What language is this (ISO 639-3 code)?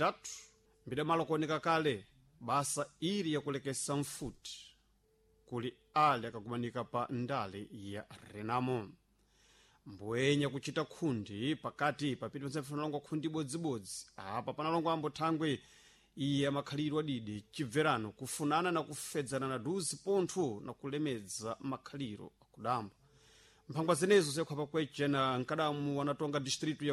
seh